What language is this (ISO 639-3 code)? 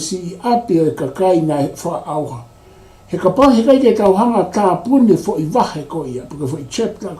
ton